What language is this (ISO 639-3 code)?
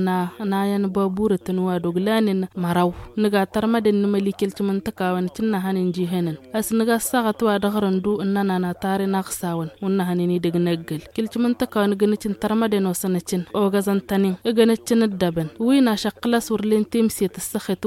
taq